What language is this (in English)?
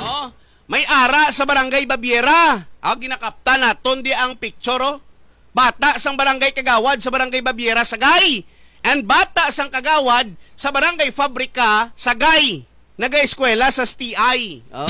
Hiligaynon